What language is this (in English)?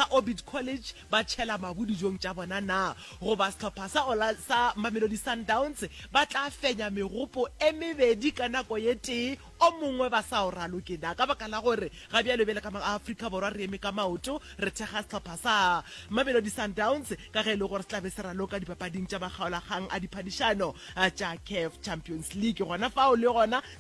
Northern Sotho